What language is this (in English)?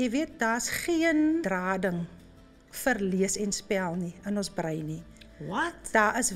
Afrikaans